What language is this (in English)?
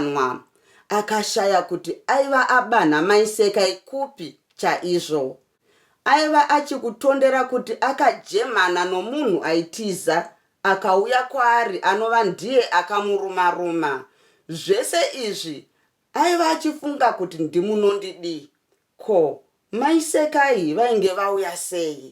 Shona